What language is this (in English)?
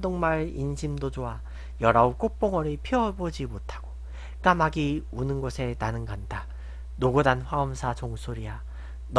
Korean